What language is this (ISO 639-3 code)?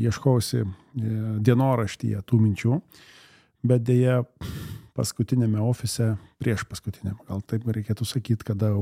lit